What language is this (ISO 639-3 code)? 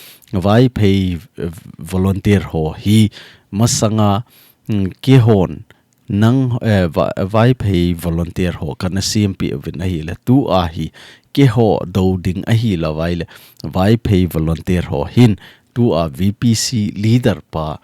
tcz